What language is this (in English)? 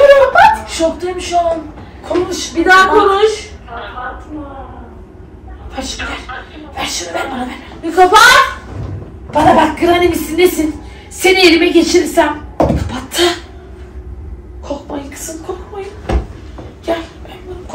Turkish